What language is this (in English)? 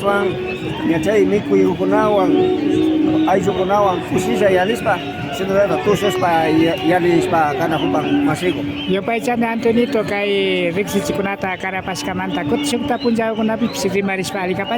Imbabura Highland Quichua